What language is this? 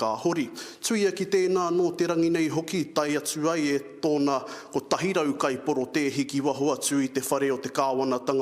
Māori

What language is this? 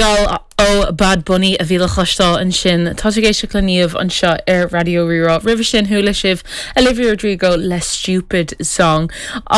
Irish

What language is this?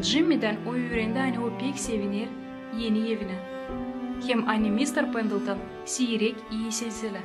Gagauz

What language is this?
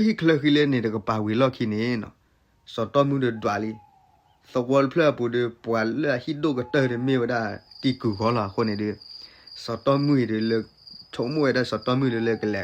S'gaw Karen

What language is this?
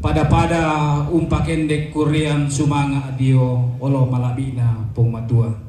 Toraja-Sa'dan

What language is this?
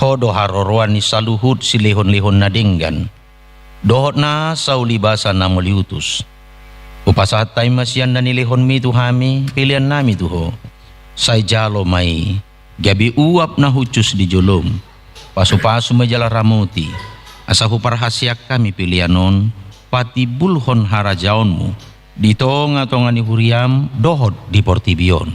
Batak Toba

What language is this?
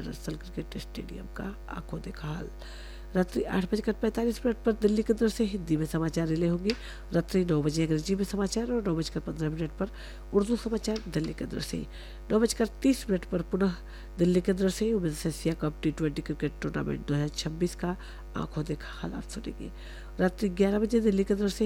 Hindi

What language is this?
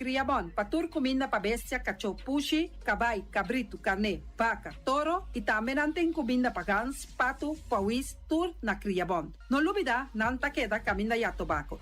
Papiamento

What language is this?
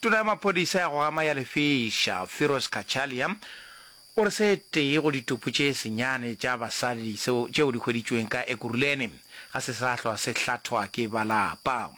Northern Sotho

